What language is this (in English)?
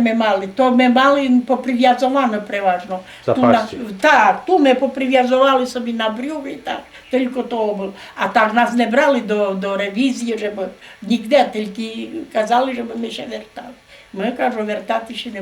Rusyn